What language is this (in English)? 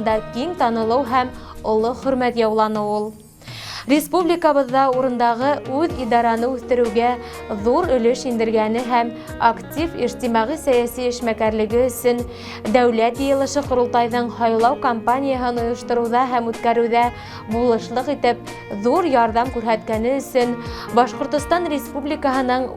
Bashkir